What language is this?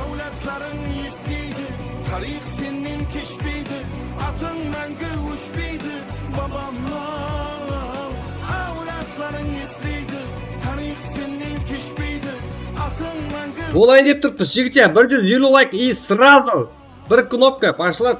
Kara-Kalpak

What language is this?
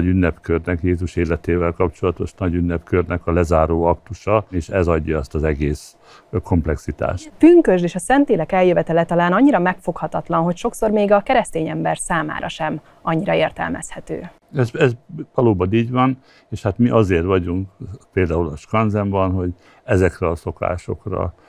Hungarian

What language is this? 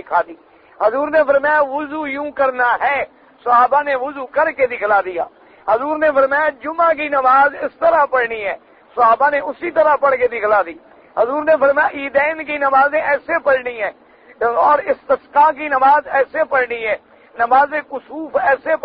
Urdu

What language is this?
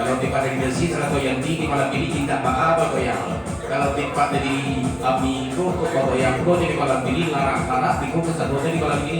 Minangkabau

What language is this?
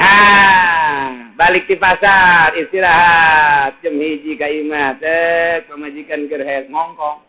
Sundanese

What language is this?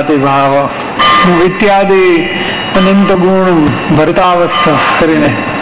Gujarati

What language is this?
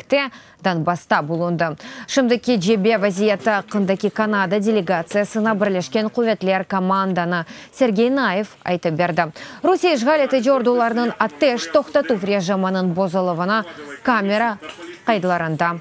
Crimean Tatar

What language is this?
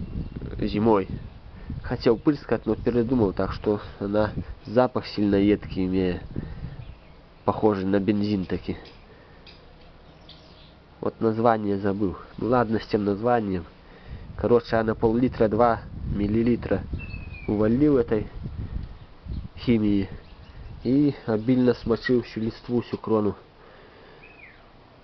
Russian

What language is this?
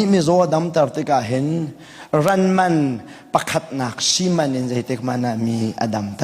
Hakha Chin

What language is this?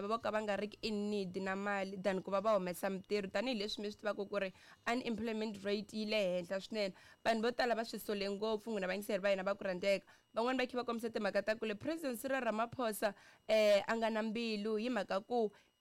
Tsonga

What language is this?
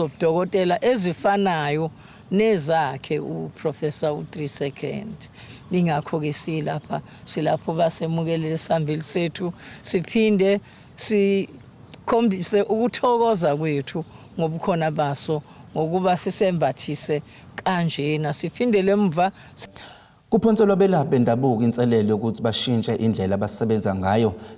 Zulu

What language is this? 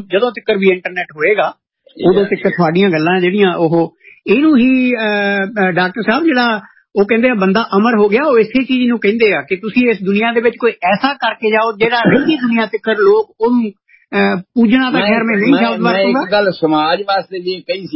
Punjabi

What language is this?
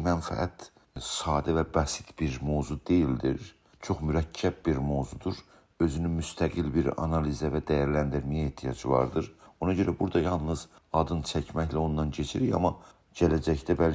South Azerbaijani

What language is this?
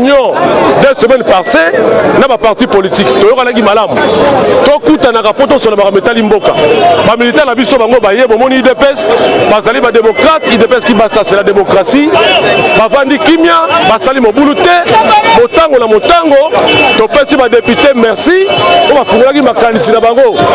Lingala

